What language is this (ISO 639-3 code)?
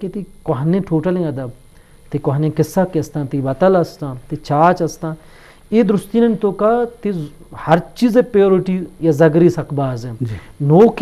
bgp